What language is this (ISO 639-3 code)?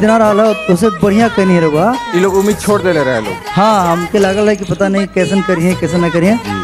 bho